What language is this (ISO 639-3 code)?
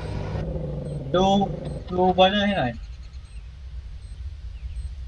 tha